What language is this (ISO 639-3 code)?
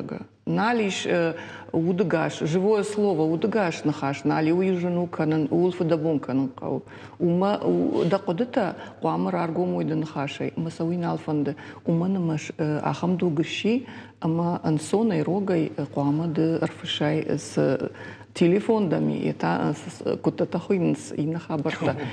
oss